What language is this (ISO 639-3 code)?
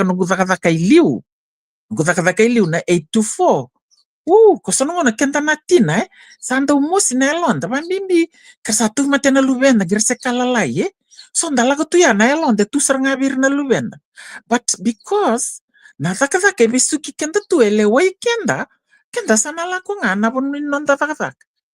fij